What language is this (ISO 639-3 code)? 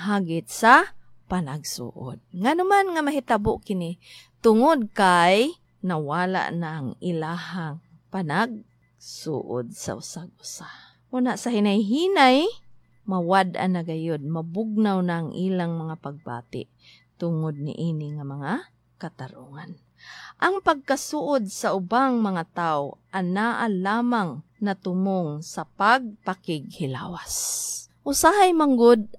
ceb